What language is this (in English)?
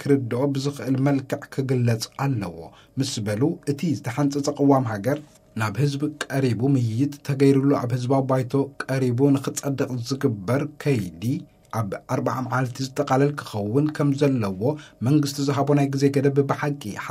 Tigrinya